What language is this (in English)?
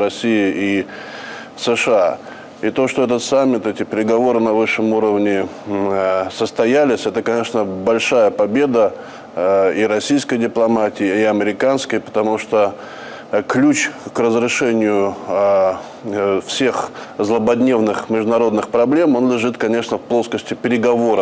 Russian